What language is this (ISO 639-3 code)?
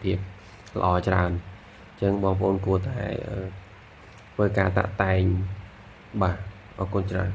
khm